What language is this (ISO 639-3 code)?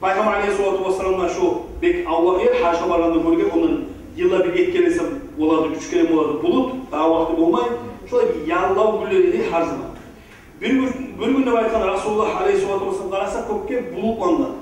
kum